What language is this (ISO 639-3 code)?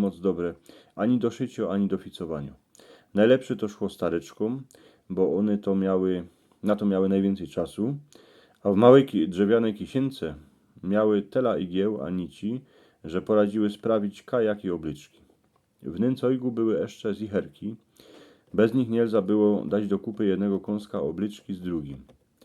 szl